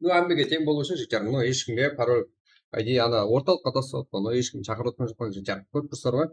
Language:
Kara-Kalpak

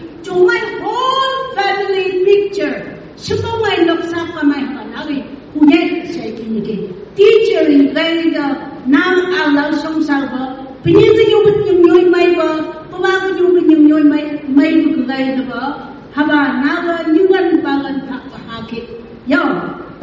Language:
Phom Naga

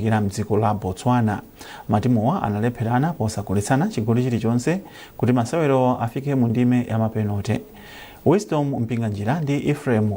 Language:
Nyanja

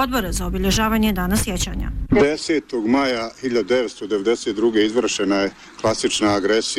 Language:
Bosnian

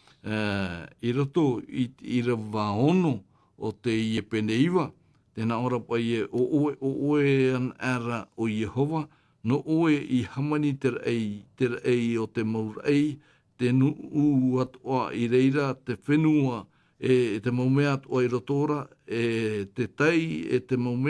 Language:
Tahitian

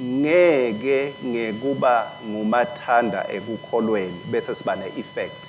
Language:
Swati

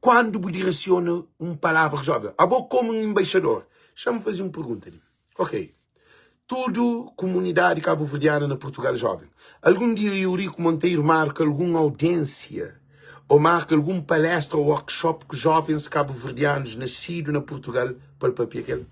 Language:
Kabuverdianu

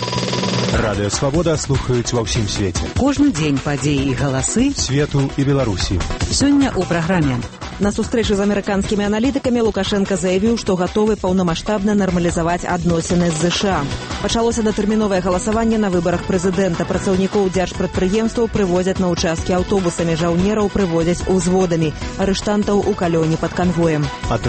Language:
Belarusian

